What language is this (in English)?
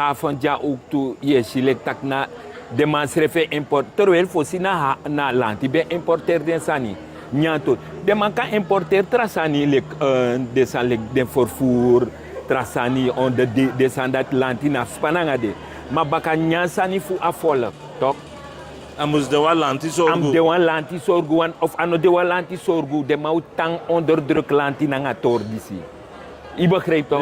Sranan Tongo